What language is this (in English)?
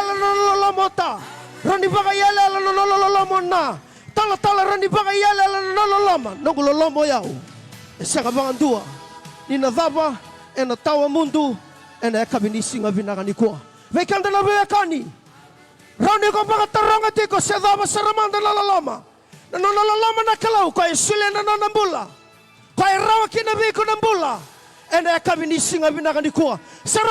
Fijian